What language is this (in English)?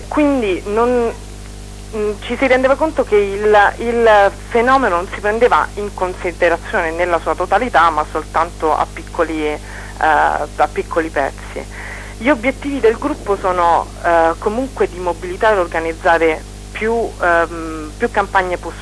Italian